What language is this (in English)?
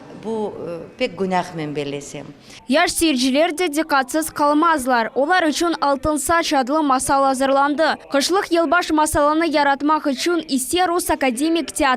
Crimean Tatar